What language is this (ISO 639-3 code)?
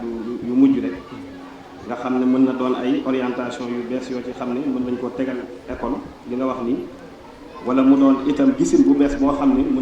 wol